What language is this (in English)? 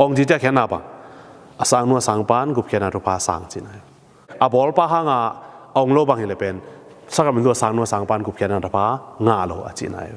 Tedim Chin